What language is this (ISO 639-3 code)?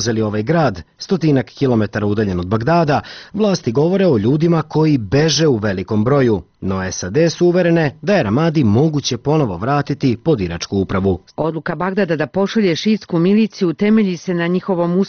srp